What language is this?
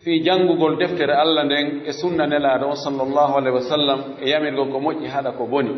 Pular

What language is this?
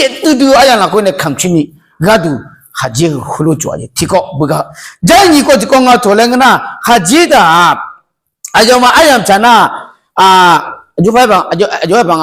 Akha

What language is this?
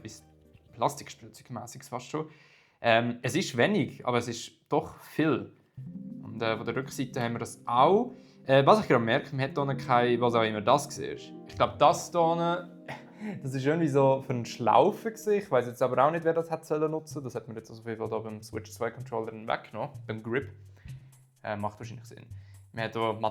Swiss German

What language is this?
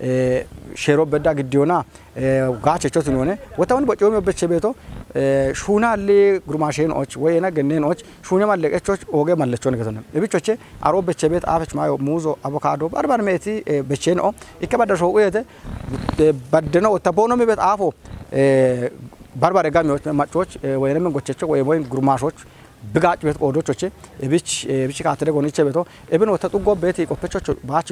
Kafa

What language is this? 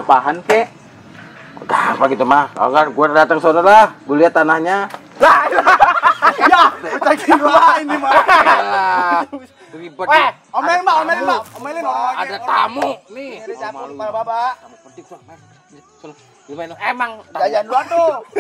Betawi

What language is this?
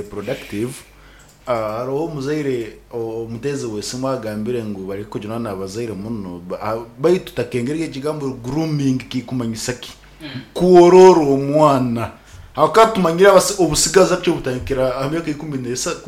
Nyoro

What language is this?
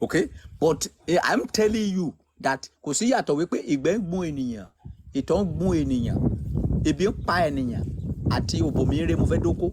Yoruba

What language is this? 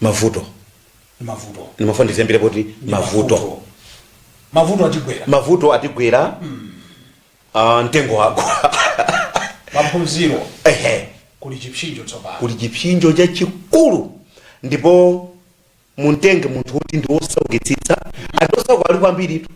Nyanja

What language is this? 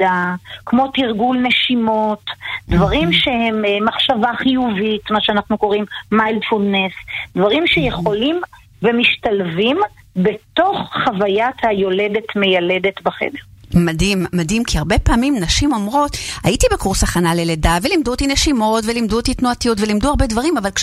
Hebrew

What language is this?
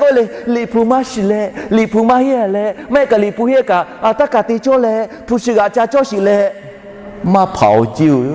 Lahu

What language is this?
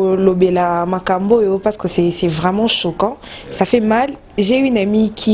Lingala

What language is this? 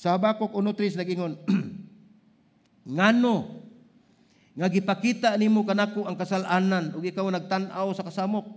Cebuano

